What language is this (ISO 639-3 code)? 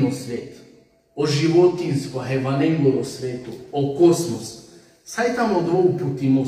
rmn